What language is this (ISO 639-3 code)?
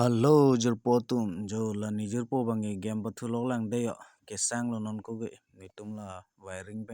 mjw